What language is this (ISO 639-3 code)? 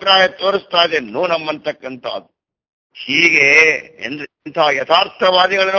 kan